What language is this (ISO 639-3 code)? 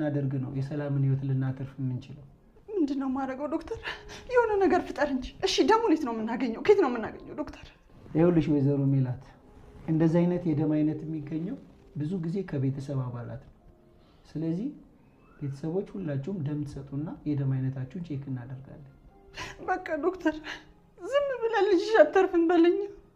amh